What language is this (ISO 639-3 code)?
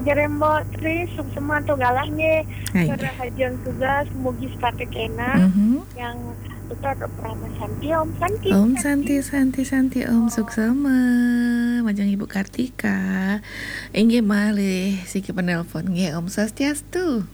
ban